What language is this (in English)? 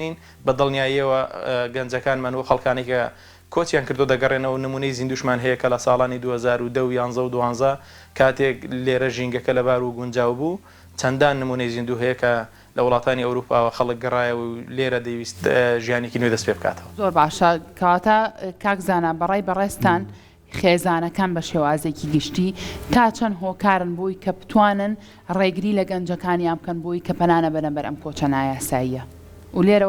Central Kurdish